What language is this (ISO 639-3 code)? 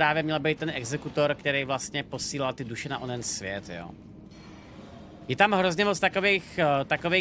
ces